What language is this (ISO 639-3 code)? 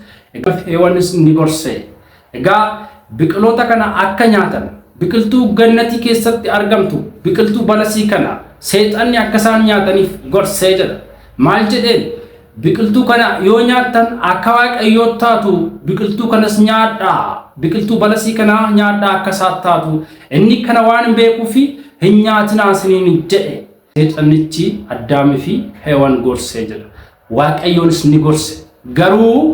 orm